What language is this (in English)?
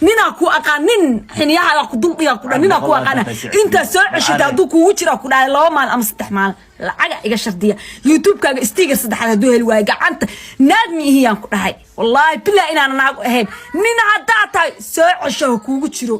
Somali